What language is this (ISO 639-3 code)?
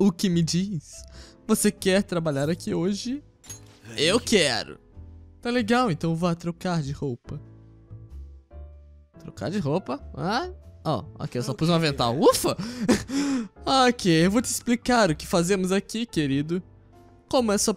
por